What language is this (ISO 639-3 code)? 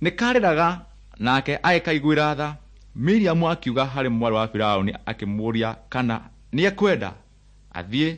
kik